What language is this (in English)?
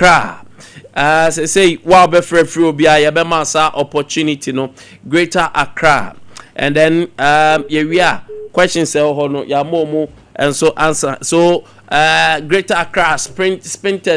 Akan